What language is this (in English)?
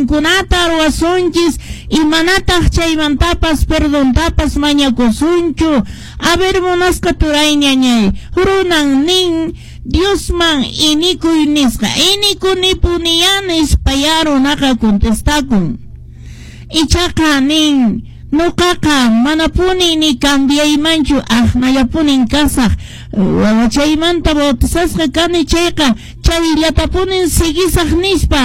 Quechua